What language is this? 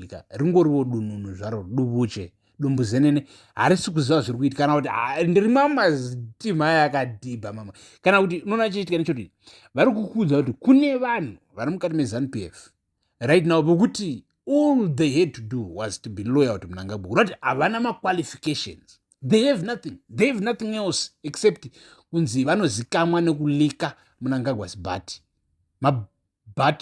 Shona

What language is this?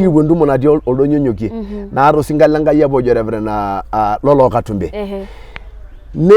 Masai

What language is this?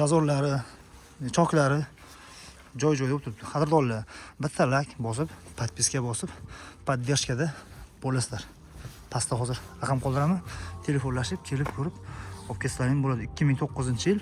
Uzbek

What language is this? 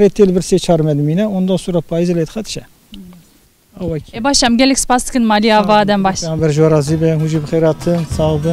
Kurdish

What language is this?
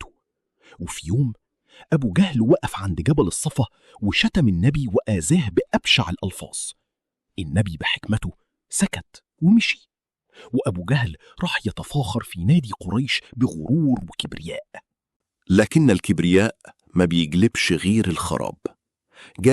Egyptian Arabic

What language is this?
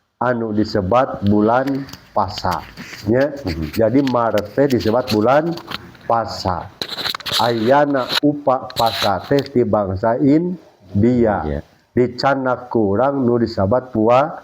Sundanese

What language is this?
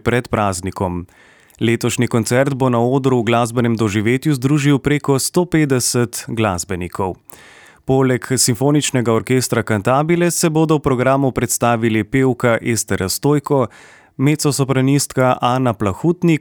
Slovenian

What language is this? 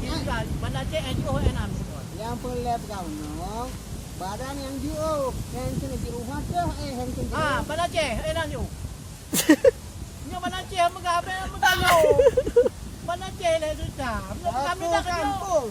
Achinese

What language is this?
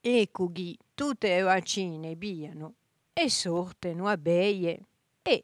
Corsican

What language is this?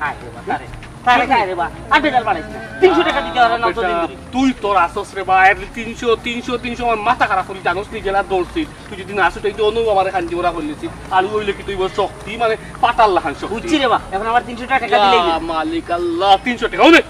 Sylheti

